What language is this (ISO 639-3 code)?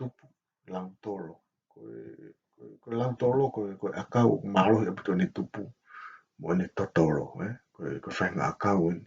ton